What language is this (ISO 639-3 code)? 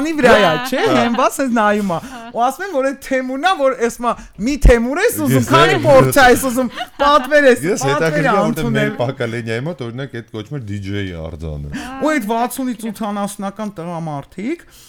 hye